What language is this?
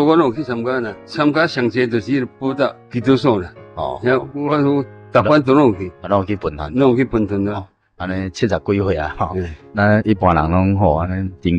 Min Nan Chinese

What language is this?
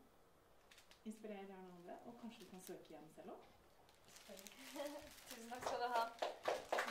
Norwegian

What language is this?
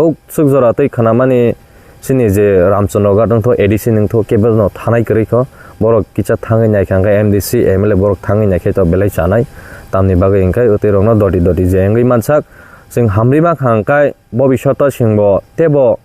Kok Borok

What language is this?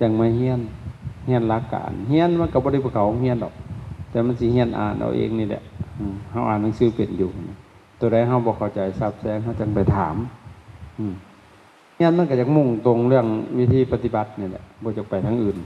Lao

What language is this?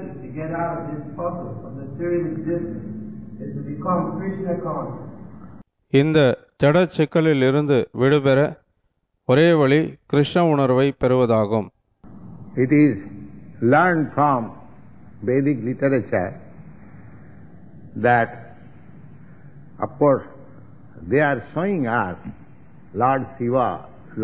Tamil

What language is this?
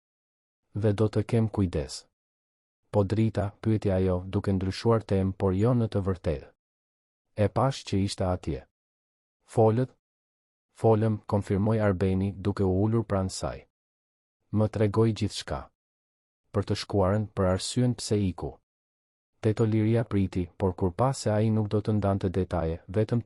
Albanian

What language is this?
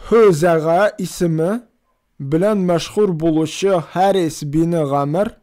Tatar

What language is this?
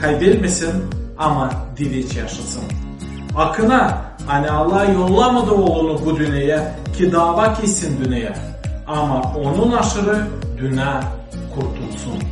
Gagauz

